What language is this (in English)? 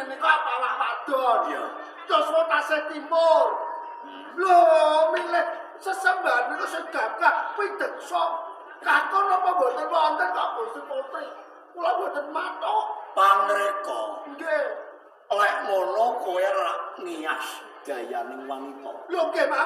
Javanese